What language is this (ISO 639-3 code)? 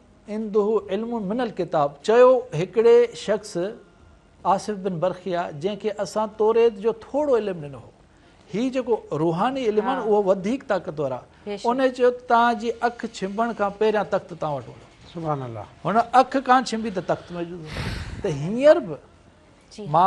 snd